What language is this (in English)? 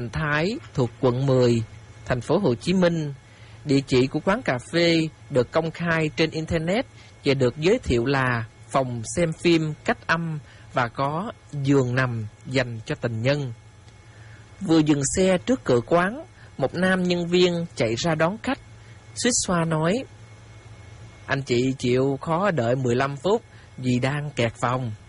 Vietnamese